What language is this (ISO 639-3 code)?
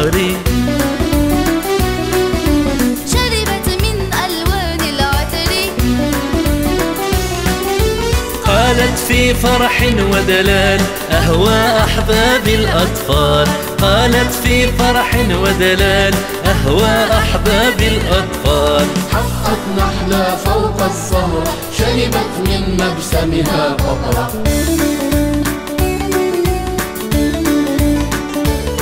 arq